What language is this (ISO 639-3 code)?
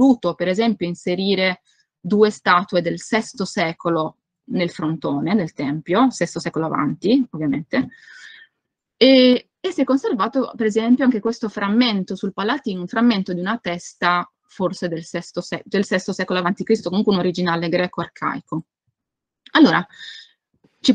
ita